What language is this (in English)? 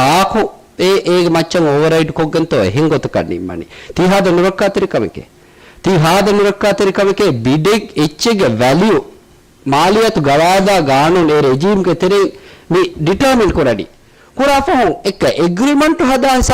Divehi